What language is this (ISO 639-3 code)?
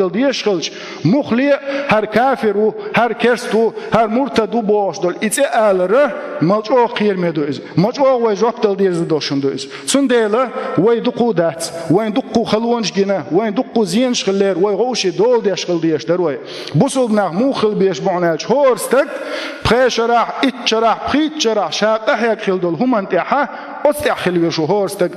che